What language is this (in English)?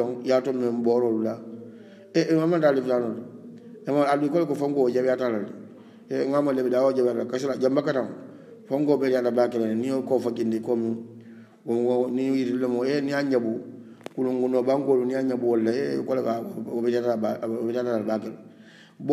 Hausa